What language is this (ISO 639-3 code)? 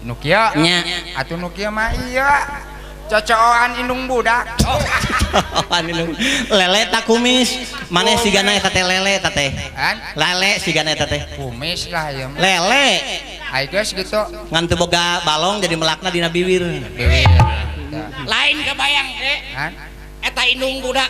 sun